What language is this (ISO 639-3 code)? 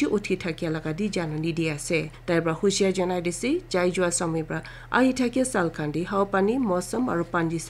nag